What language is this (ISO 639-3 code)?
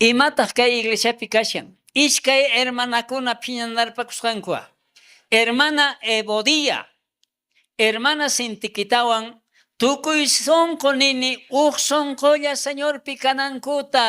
quh